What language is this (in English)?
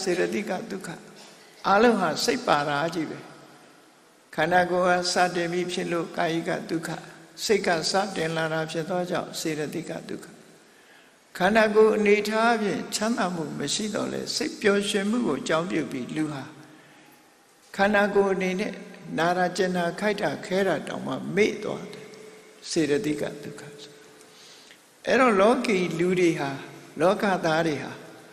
Burmese